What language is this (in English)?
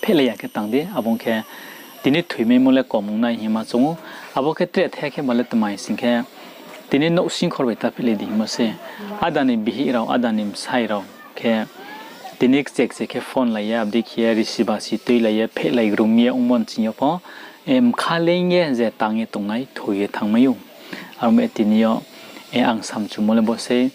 Riang (India)